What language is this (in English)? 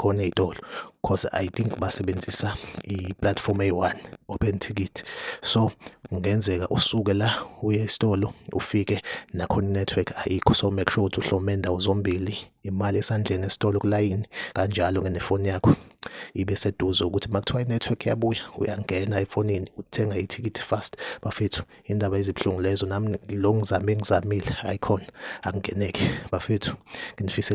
Zulu